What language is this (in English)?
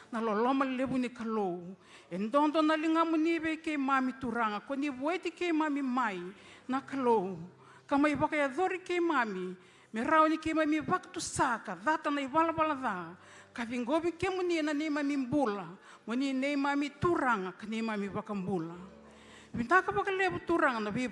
Fijian